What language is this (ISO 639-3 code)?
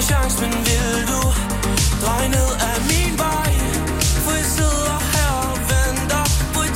dan